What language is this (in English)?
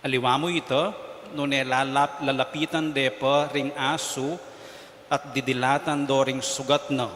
Pampanga